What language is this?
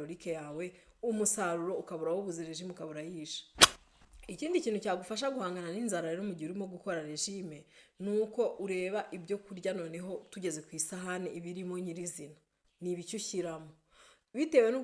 Kinyarwanda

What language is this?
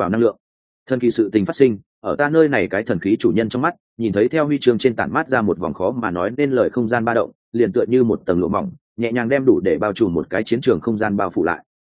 Vietnamese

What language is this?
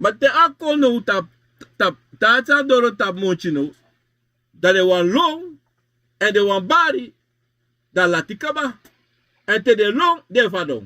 Sranan Tongo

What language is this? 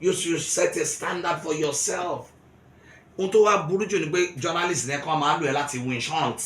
Yoruba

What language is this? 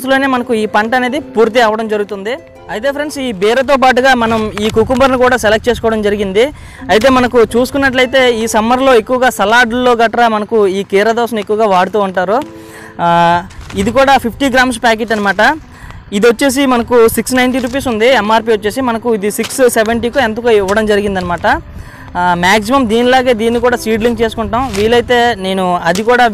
Telugu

